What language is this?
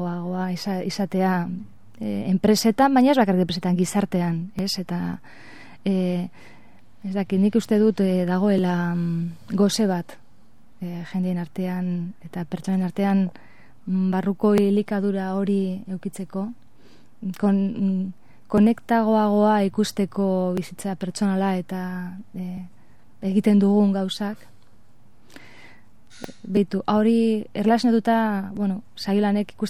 Basque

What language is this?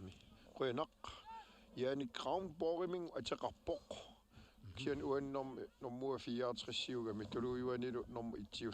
Kalaallisut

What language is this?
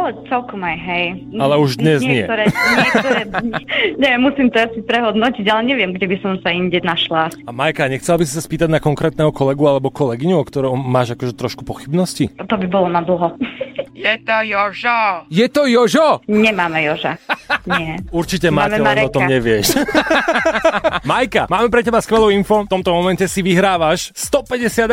Slovak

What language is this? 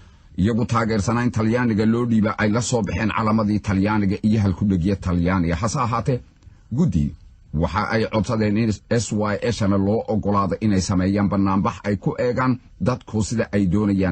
Somali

